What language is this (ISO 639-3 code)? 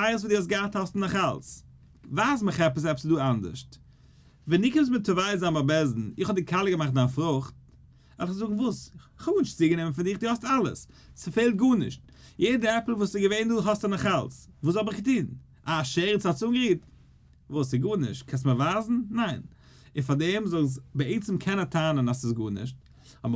yid